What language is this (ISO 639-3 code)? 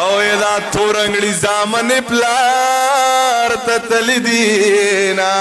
pus